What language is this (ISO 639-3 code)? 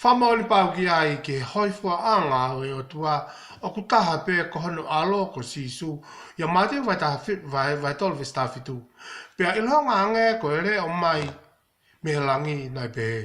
ton